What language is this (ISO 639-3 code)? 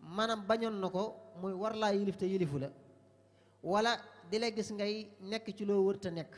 wol